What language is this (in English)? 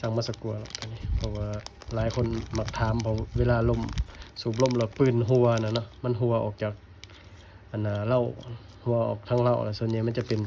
Lao